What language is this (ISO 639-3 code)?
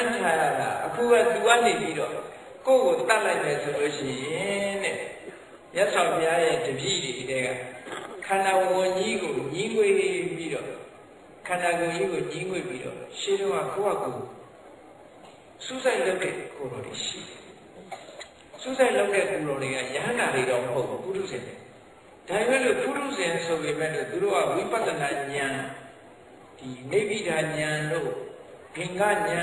mya